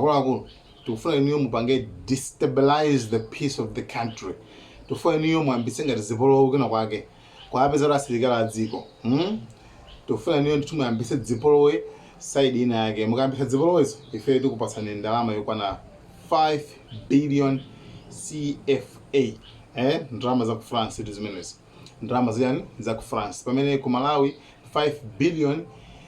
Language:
Nyanja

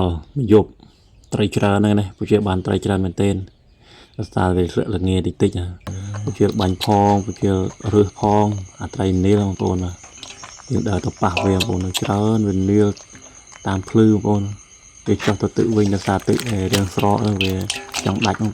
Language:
Khmer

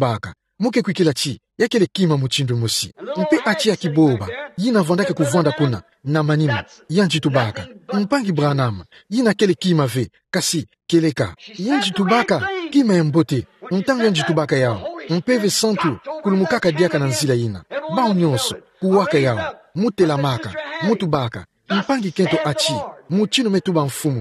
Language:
Kituba (Democratic Republic of Congo)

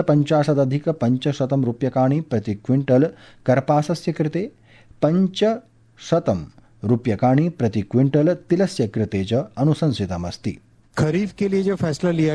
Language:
Sanskrit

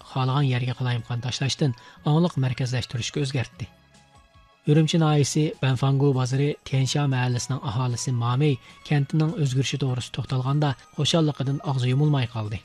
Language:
Uyghur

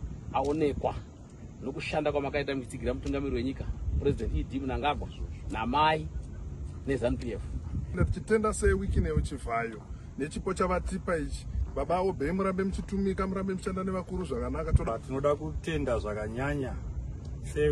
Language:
Shona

